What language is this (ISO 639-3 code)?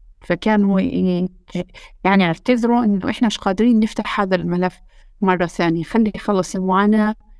apc